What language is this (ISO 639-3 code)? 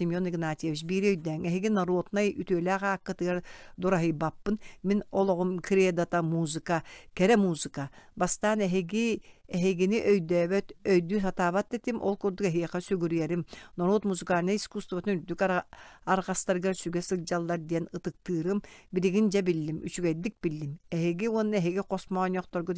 sah